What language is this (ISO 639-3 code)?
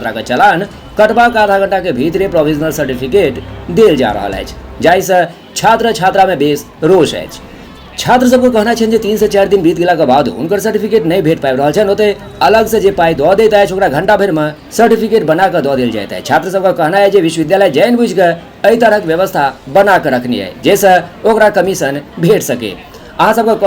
mai